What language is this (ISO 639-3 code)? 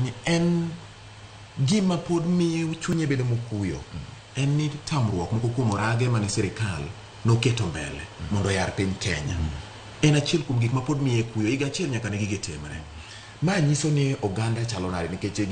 luo